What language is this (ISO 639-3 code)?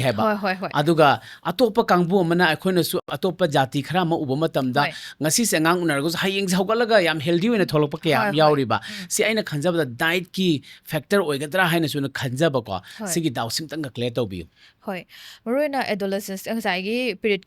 mni